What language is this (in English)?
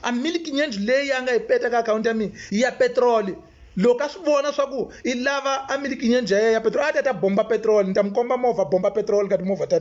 Tsonga